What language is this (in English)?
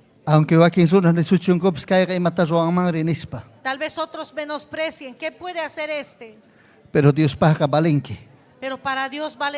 Ayacucho Quechua